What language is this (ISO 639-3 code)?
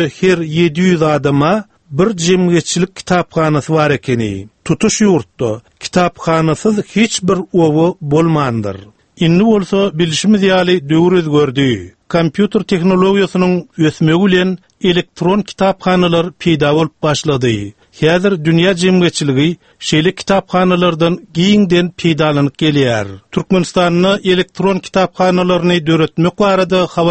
tuk